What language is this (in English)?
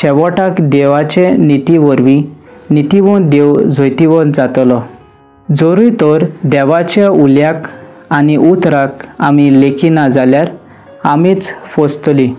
Konkani